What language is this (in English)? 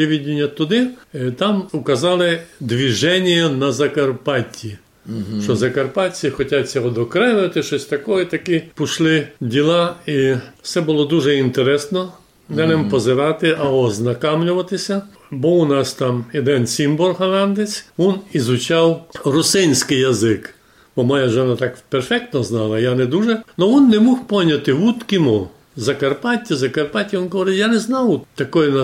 Rusyn